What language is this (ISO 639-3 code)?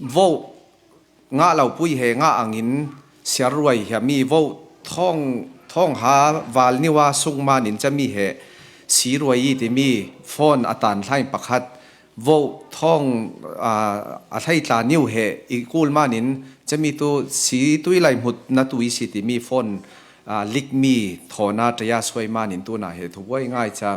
cfm